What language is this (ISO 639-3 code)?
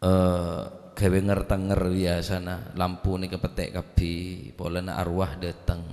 mad